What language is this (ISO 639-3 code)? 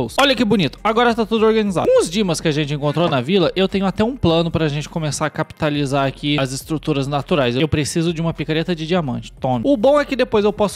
por